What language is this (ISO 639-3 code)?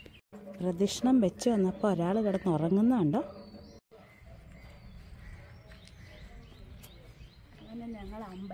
mal